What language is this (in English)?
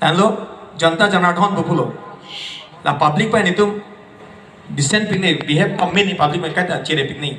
Karbi